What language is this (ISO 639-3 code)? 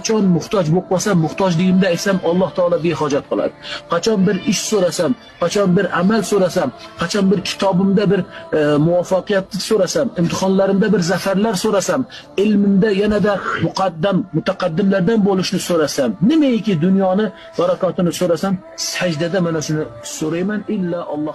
uzb